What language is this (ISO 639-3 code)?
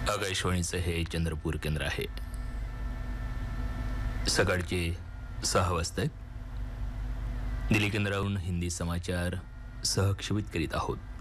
mar